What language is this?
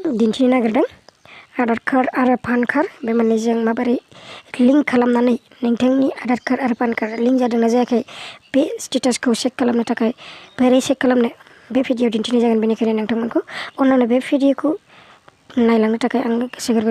Bodo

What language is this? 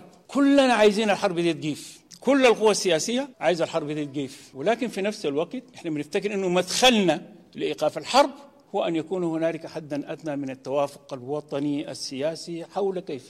Sudanese Arabic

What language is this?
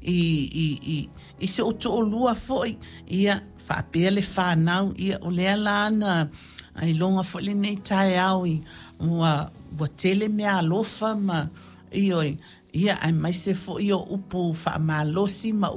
Samoan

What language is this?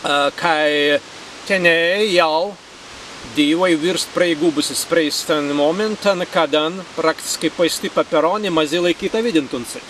Prussian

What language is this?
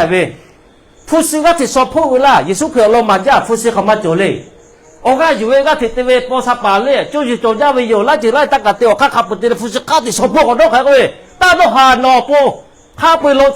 Lahu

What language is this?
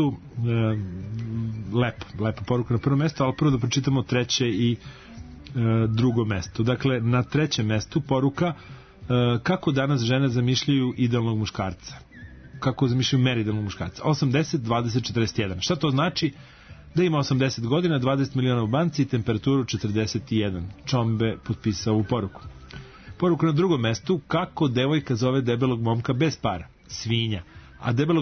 Serbian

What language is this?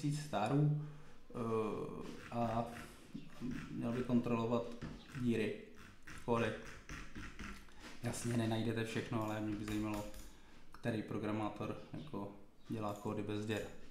Czech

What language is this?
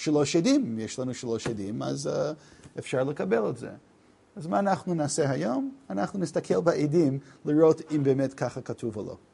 Hebrew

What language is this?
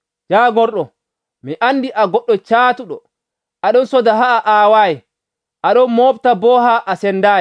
Nigerian Fulfulde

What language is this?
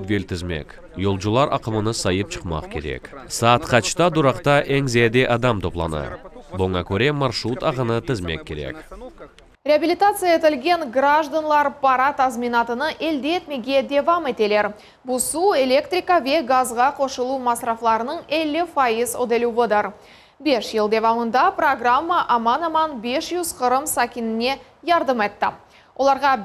Crimean Tatar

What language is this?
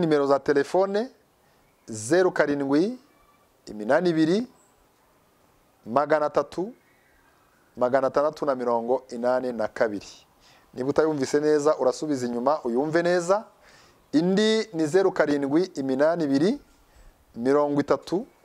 Kinyarwanda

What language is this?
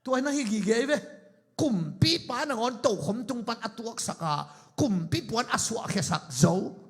Tedim Chin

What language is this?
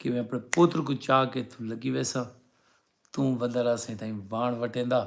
Saraiki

